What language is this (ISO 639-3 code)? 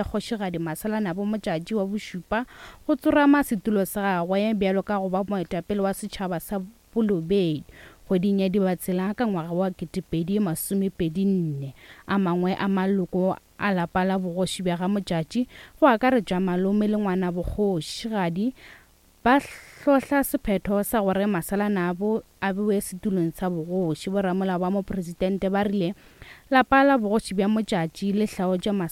nso